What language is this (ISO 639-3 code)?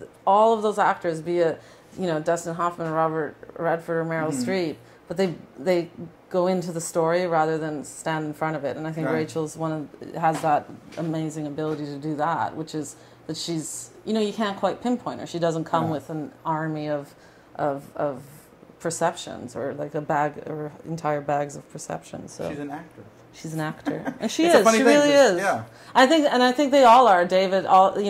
eng